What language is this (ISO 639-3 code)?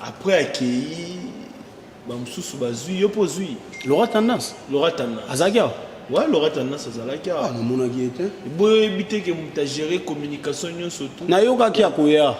lin